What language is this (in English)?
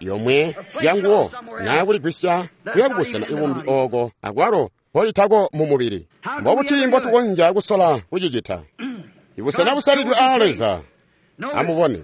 Tonga (Zambia)